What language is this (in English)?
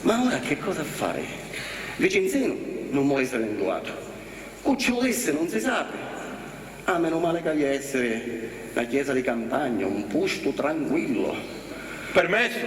Sicilian